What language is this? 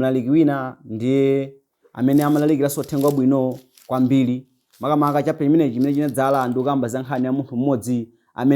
Nyanja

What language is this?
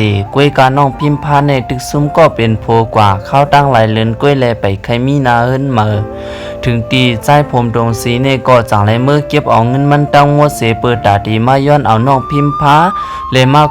Shan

